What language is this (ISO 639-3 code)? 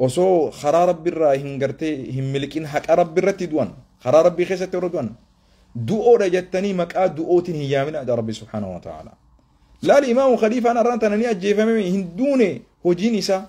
orm